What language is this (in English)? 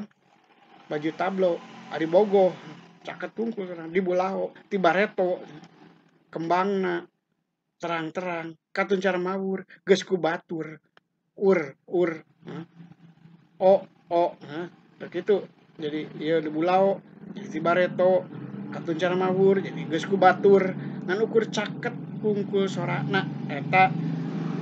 Sundanese